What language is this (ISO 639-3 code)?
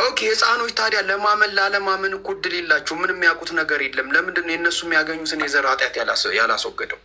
amh